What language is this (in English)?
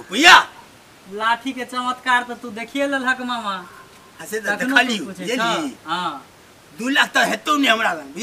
Maithili